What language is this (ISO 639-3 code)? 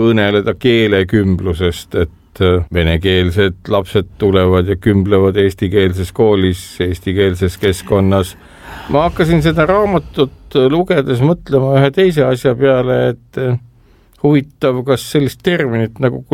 est